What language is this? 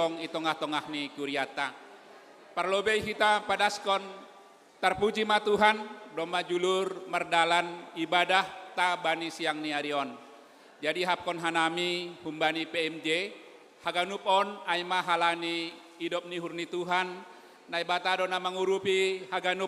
Batak Simalungun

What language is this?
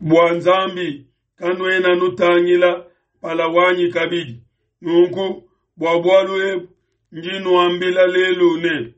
Luba-Lulua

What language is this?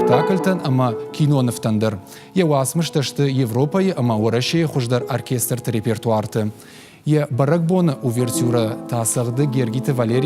Ossetic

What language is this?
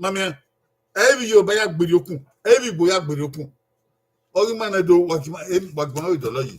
Bini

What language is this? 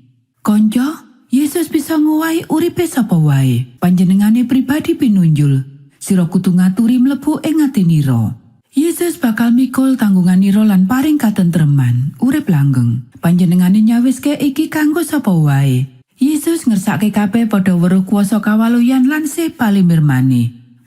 Javanese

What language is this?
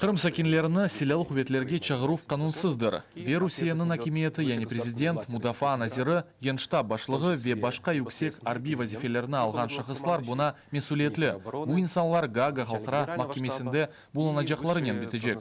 Crimean Tatar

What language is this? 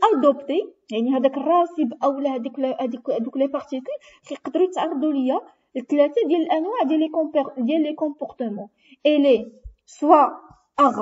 Moroccan Arabic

